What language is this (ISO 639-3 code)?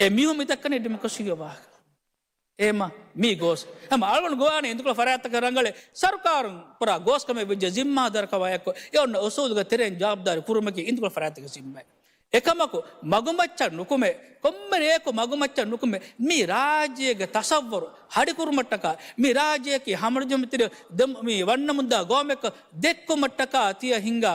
div